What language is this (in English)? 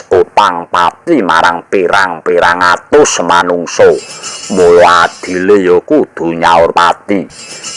Javanese